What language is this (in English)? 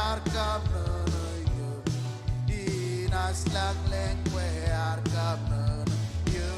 Marshallese